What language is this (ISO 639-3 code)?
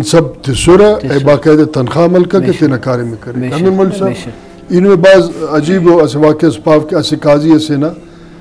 brh